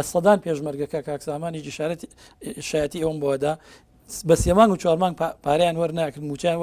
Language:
Central Kurdish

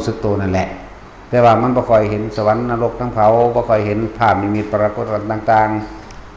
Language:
Northeastern Thai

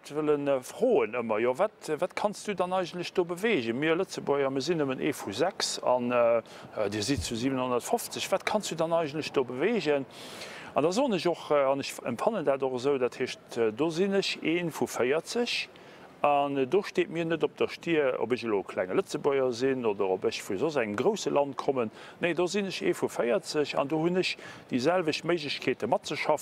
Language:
Luxembourgish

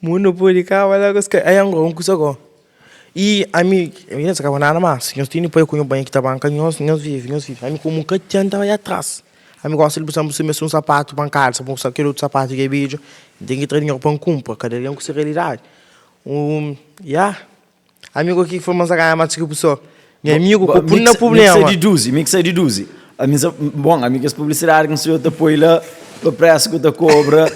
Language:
Kabuverdianu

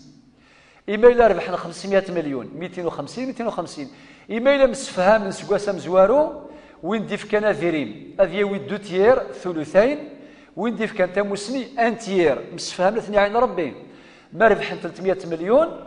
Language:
Kabyle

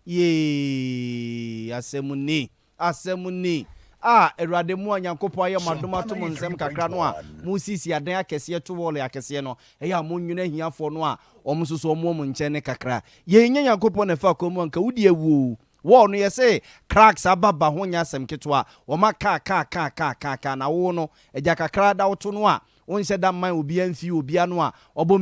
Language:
Akan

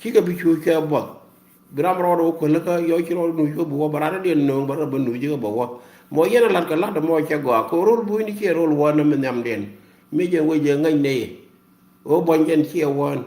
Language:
Nuer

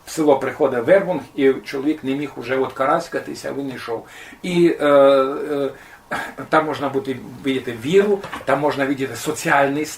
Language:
Rusyn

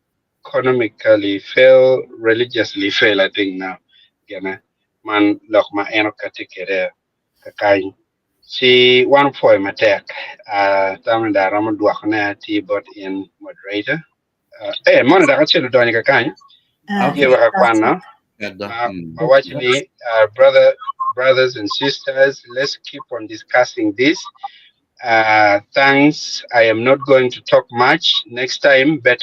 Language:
Acoli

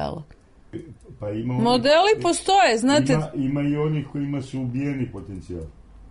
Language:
Serbian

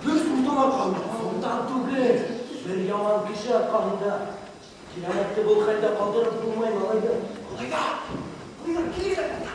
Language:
Bashkir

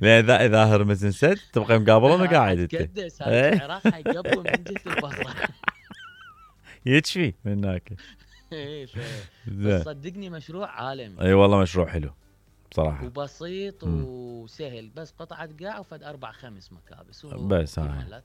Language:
Mesopotamian Arabic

